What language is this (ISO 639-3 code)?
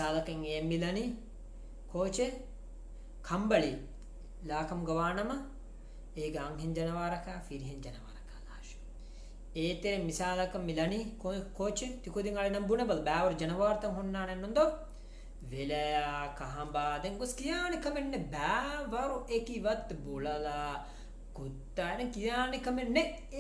div